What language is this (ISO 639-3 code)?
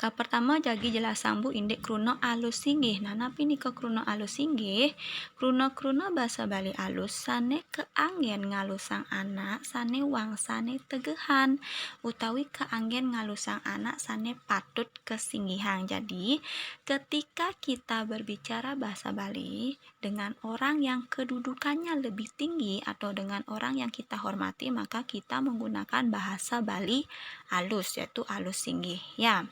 ban